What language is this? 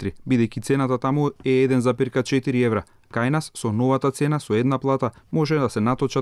Macedonian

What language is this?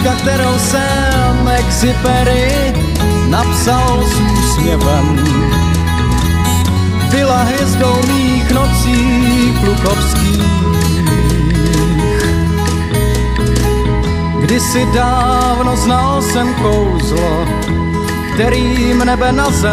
Czech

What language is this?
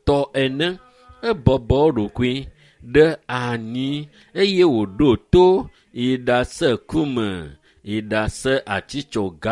Ewe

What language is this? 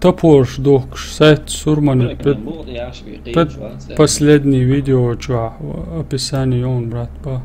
Chechen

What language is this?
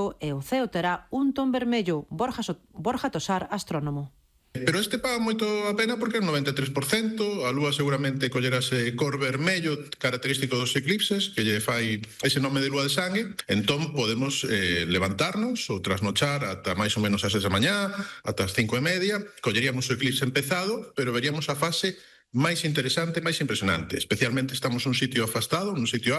Galician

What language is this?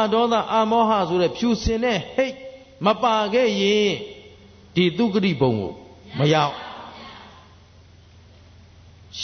Burmese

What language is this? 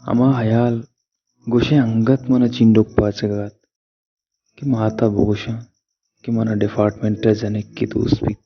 Baluchi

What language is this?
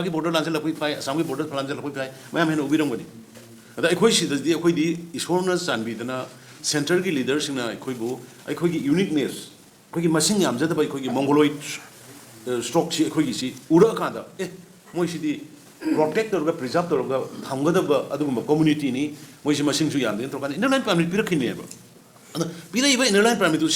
Manipuri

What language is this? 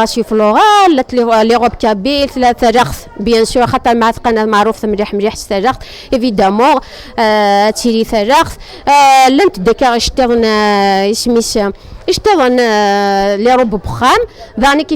Kabyle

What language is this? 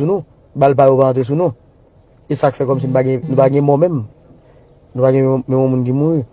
Haitian Creole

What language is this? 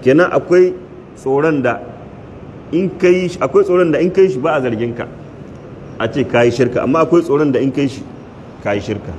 Hausa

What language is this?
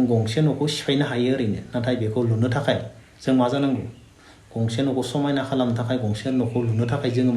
Bodo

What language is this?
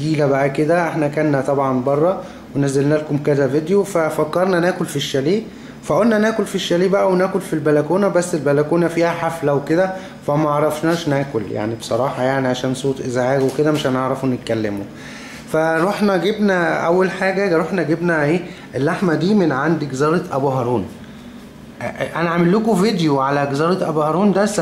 Egyptian Arabic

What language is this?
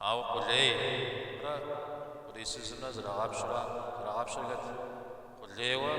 Kabardian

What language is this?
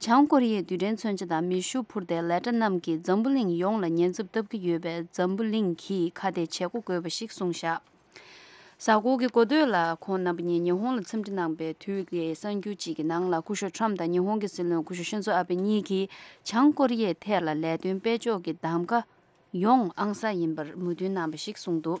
Tibetan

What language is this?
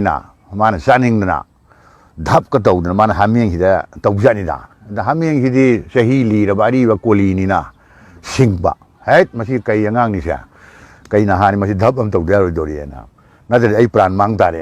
Manipuri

